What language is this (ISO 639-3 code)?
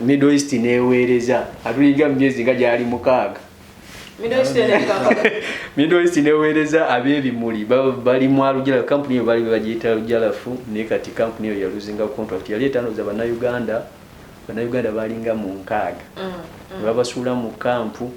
lug